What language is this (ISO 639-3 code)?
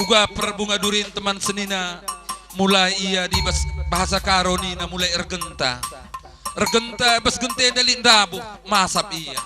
btx